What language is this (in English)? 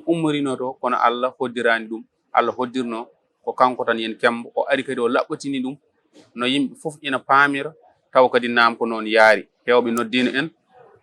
Fula